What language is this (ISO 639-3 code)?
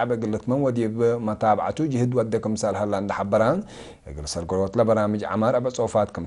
tig